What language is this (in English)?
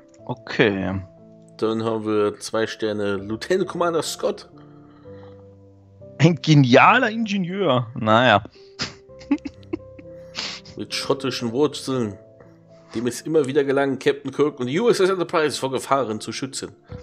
German